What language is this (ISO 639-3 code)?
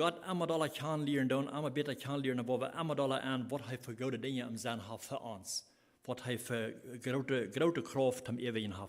pdt